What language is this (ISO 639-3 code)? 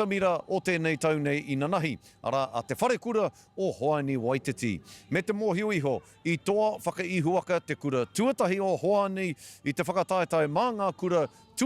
mri